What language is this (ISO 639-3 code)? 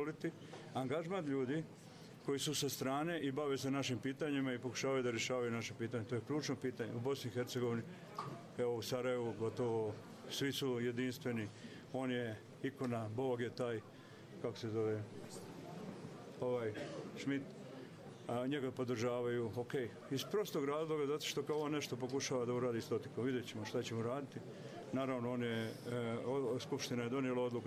bos